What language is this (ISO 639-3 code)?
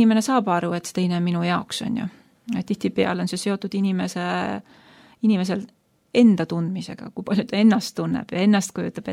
est